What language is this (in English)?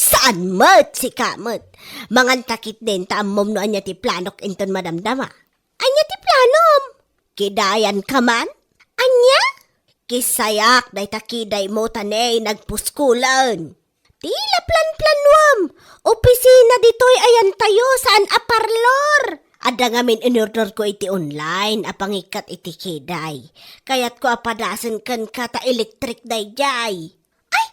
Iloko